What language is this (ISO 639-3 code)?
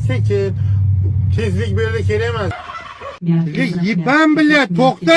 uzb